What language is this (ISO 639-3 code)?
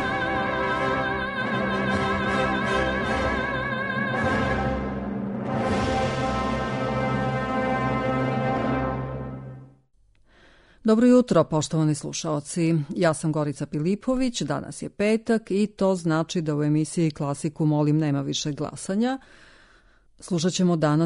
srp